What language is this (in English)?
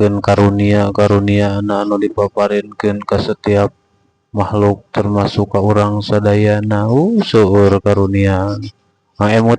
Sundanese